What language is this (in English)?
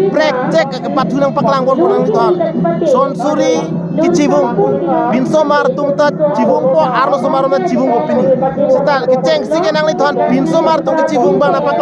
Karbi